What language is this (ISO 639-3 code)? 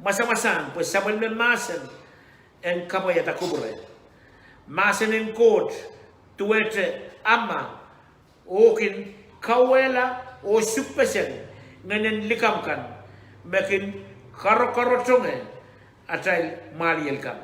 pon